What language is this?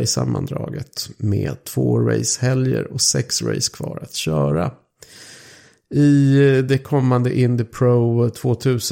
Swedish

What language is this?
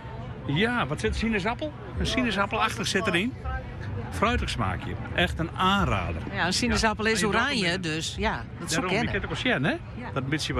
Western Frisian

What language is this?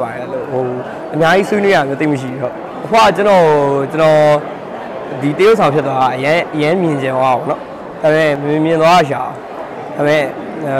Burmese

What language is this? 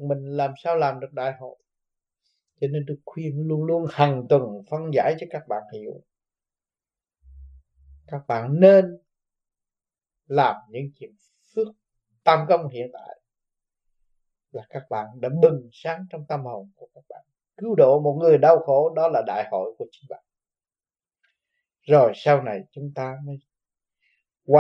Vietnamese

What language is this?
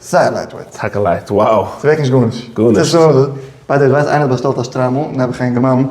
Yiddish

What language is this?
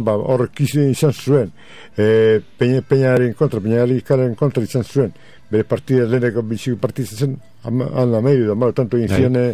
Basque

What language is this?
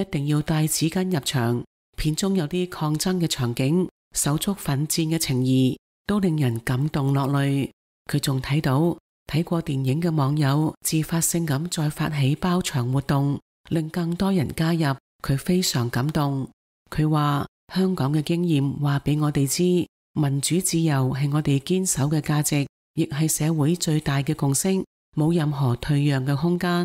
Cantonese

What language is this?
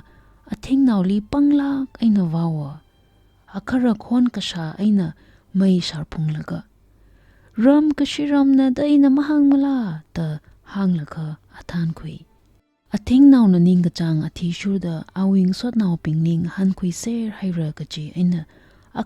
Tangkhul Naga (India)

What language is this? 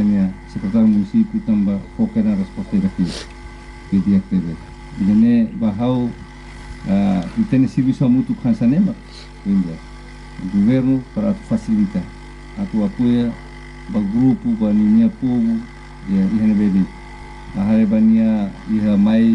Tetum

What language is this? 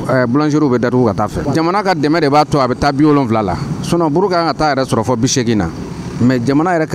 Bambara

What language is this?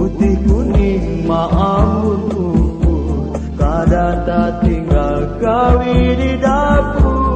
Banjar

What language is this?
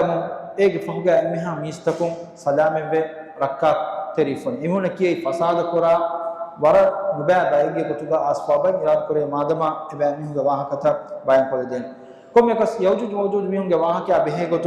Divehi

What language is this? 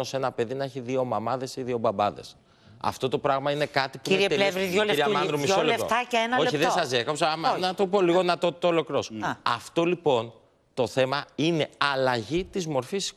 Greek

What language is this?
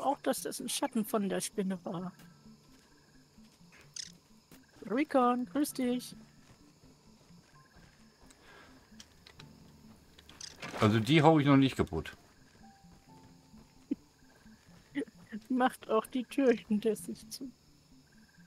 German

